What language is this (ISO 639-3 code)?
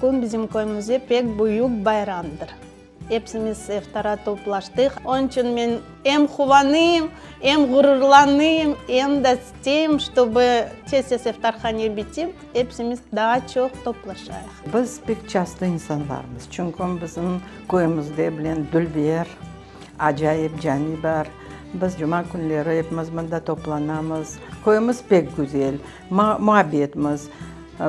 crh